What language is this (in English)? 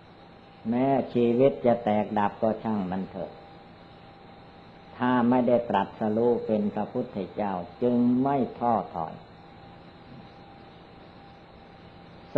Thai